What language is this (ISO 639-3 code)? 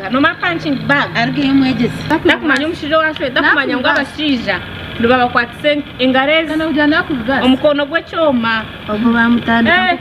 nyn